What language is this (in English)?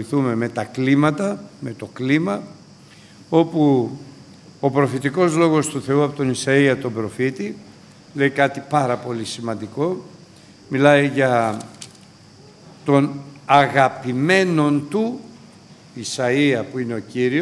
Greek